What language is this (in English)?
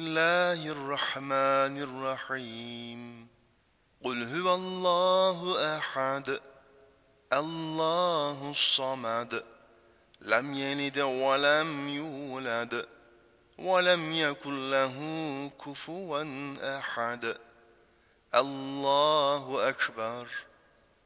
Arabic